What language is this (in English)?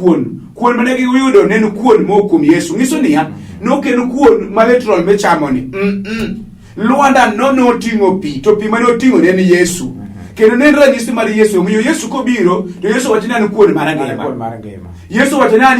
Luo (Kenya and Tanzania)